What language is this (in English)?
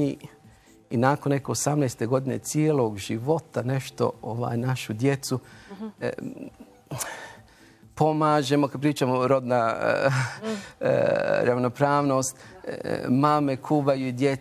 Bosnian